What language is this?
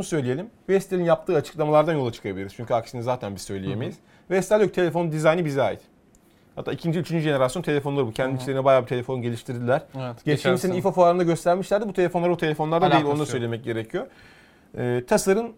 Turkish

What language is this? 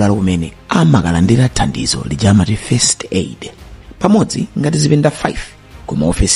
Nyanja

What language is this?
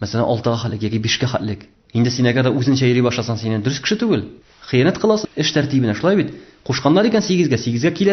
Tatar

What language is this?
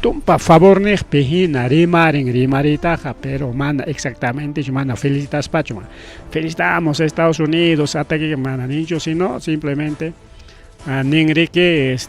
Ayacucho Quechua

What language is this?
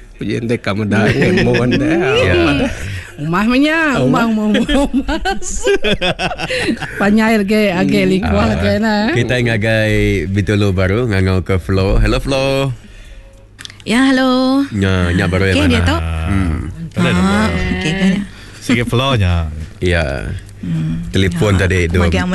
Iban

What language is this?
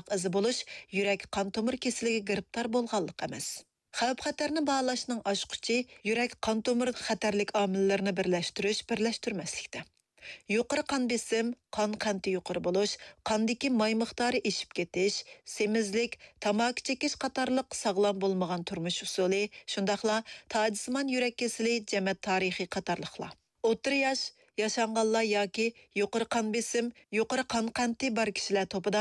Uyghur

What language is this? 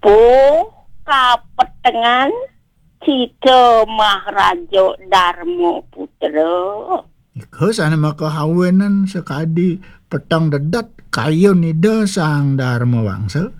Balinese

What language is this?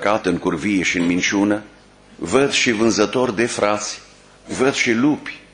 Romanian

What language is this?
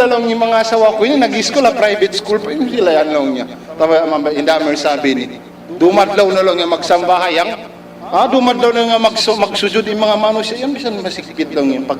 Tausug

